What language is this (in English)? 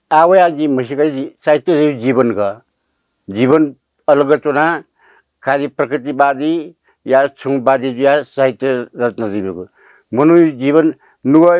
Newari